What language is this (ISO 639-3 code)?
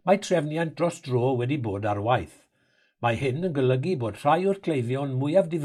cym